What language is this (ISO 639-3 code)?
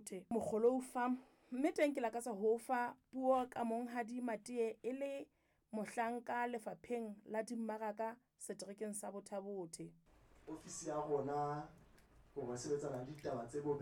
sot